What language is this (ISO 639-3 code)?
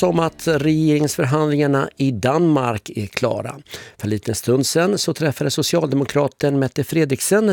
swe